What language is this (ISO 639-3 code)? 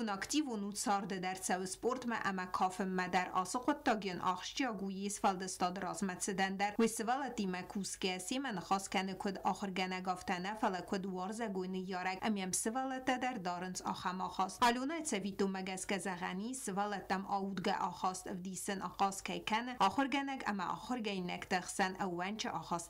oss